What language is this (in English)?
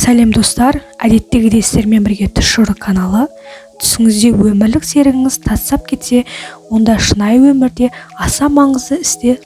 Kazakh